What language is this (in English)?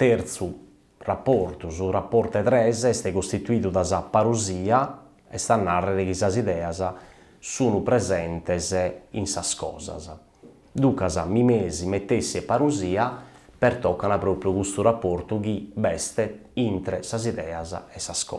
Sardinian